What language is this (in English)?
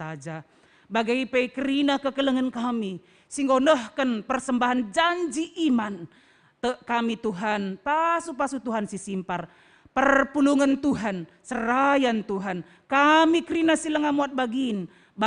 Batak Karo